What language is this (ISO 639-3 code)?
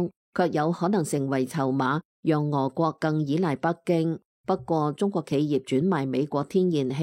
yue